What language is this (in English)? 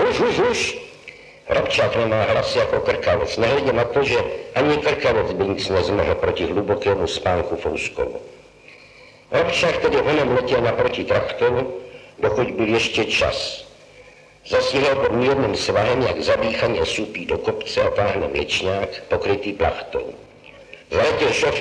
Czech